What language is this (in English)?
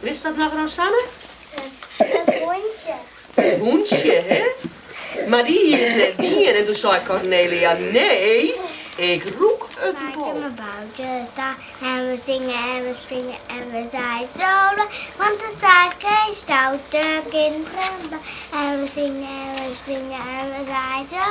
Western Frisian